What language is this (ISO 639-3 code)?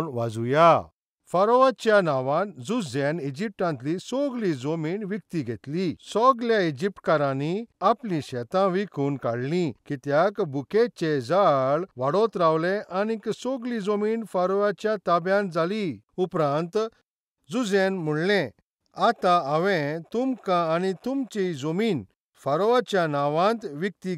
kok